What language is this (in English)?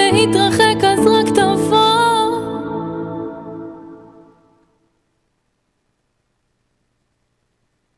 Hebrew